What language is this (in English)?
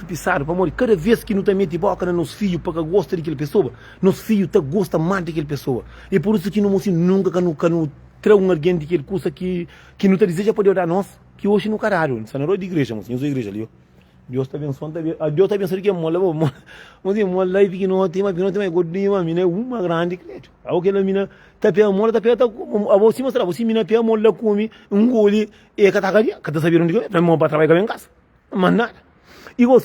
Kabuverdianu